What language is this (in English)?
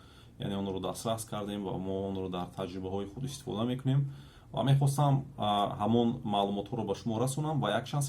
Tajik